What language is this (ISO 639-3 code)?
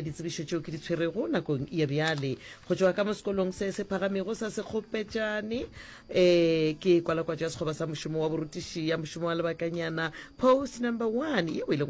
nso